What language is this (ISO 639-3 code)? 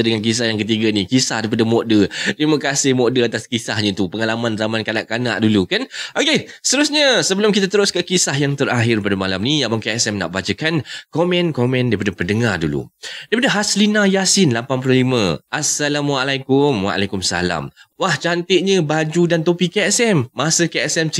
msa